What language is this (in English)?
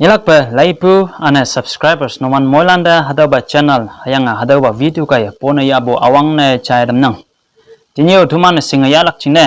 Konyak Naga